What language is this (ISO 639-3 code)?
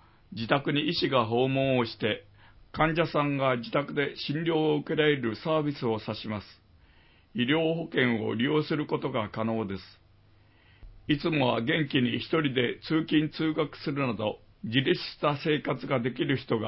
jpn